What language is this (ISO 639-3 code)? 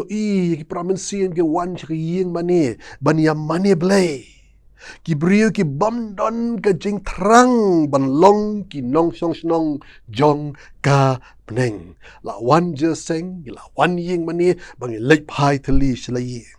kha